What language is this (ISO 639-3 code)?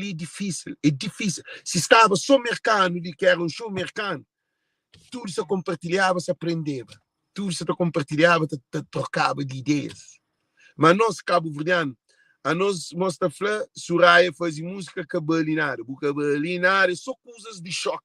kea